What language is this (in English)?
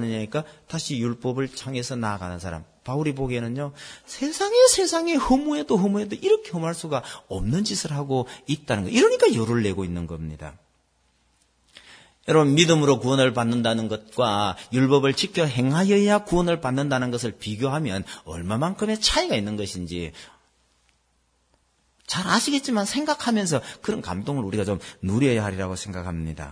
Korean